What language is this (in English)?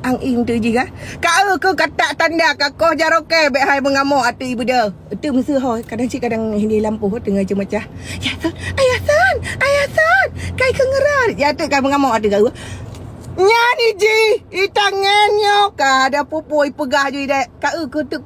Achinese